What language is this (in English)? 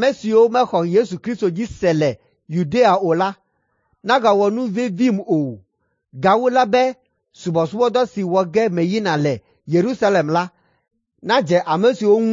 Ewe